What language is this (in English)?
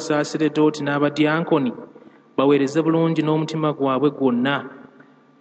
Ganda